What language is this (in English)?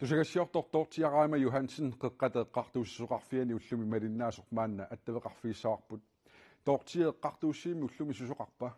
Kalaallisut